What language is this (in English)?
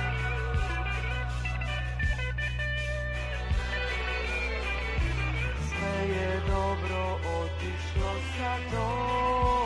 Serbian